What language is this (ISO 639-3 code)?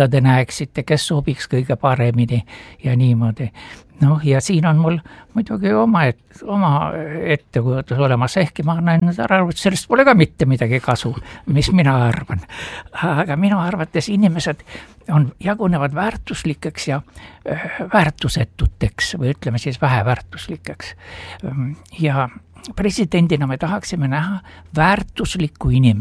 est